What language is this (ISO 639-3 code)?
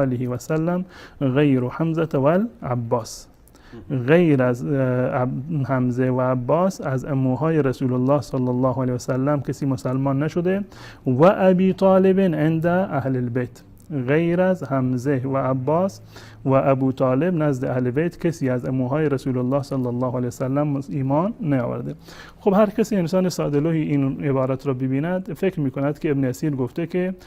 fas